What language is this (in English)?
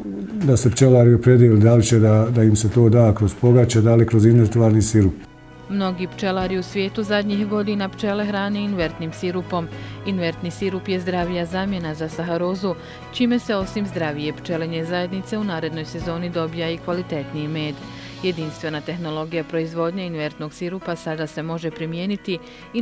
Bosnian